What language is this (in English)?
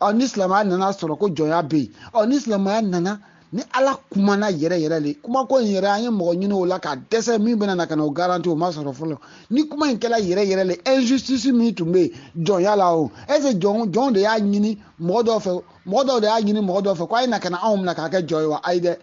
Bambara